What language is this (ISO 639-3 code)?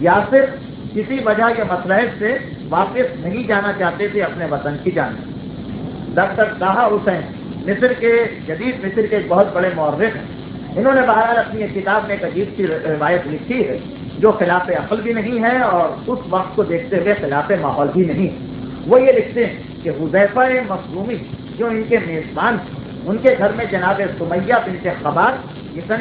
urd